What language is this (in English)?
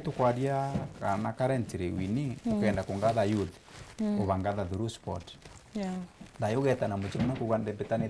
Meru